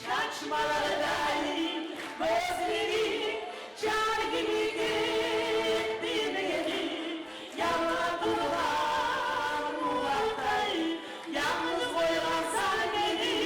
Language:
Kumyk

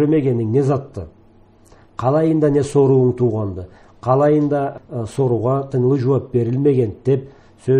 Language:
Karachay-Balkar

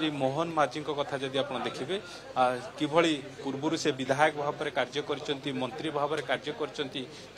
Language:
Odia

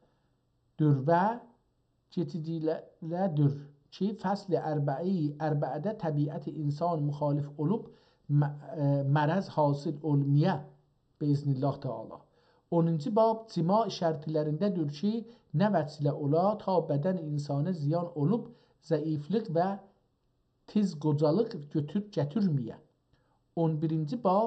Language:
South Azerbaijani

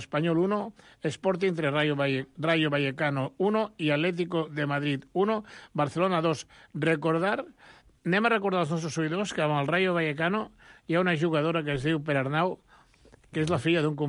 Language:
Catalan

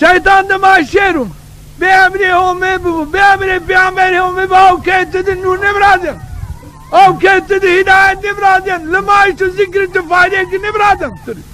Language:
Zaza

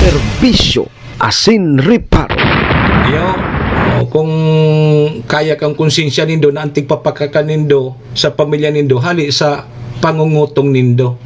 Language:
Bikol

